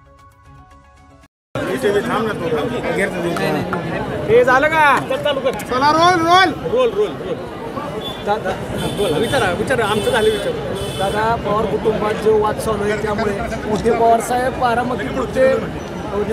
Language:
Marathi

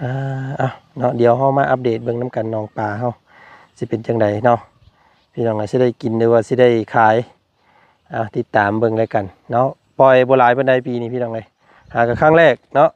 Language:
Lao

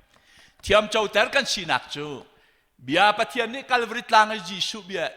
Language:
Hakha Chin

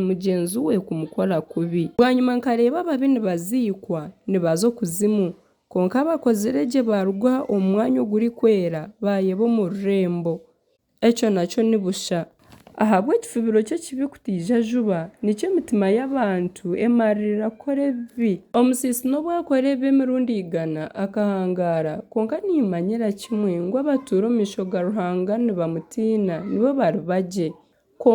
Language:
Nyankole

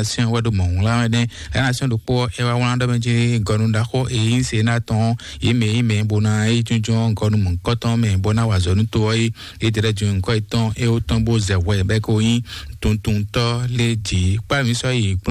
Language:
Fon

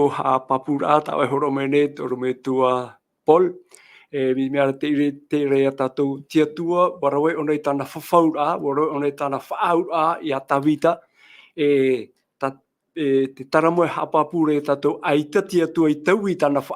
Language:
Tahitian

